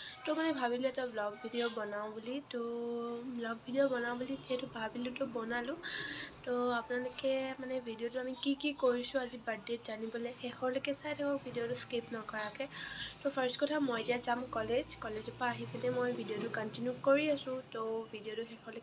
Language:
Assamese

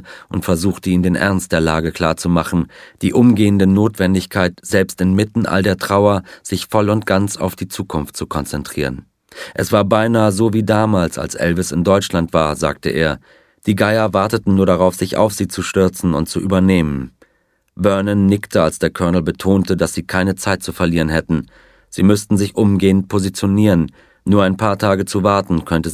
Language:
German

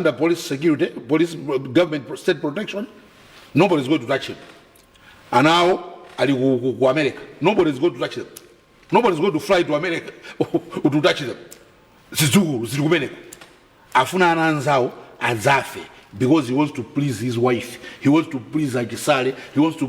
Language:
Nyanja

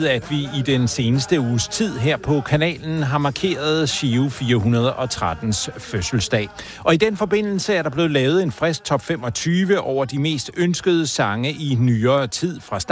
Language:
Danish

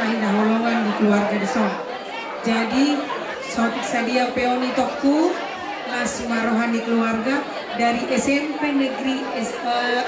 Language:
Batak Toba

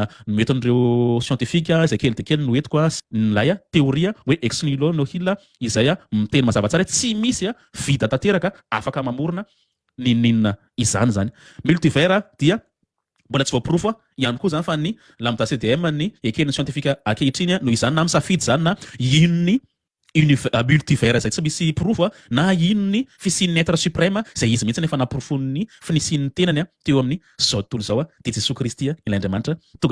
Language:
Malagasy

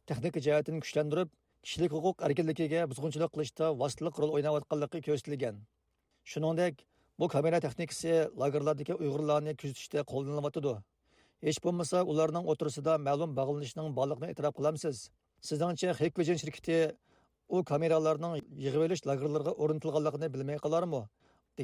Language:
Uyghur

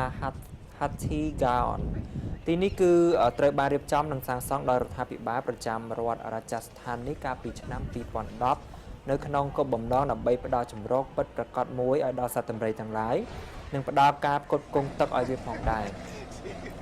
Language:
Khmer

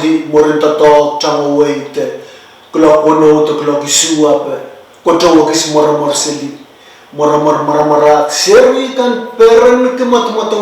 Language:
Pohnpeian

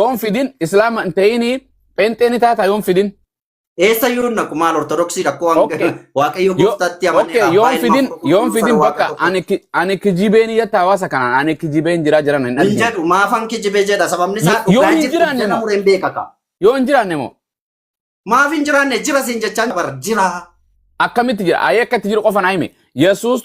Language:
Oromo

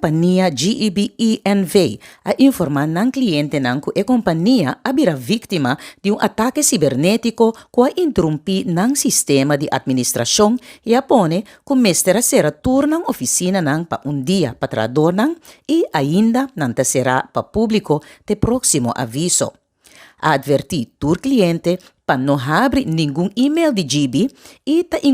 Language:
Papiamento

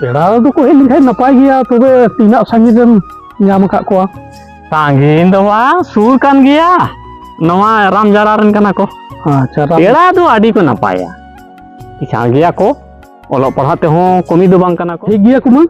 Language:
Santali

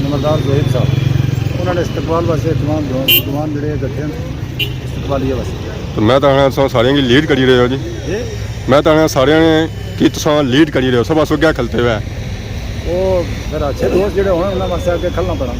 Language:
Pahari-Potwari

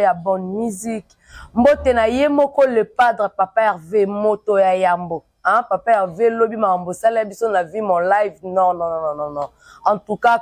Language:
Lingala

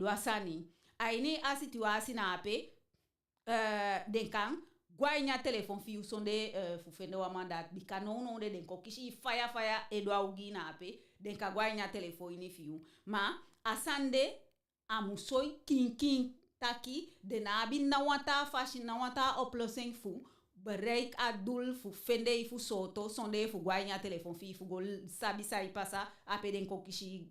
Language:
Eastern Maroon Creole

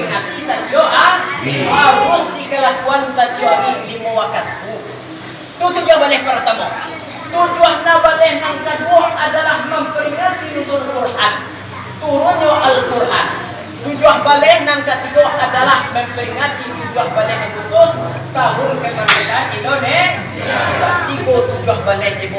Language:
Minangkabau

